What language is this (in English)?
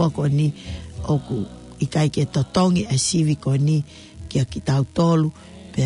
Tongan